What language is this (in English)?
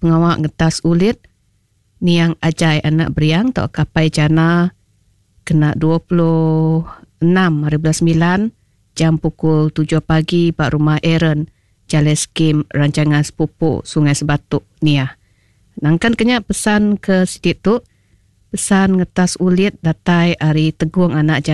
Iban